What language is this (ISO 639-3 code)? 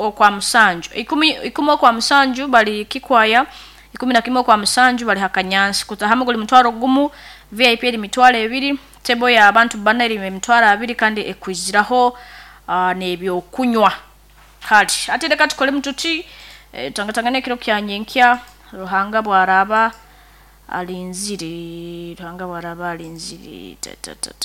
nyo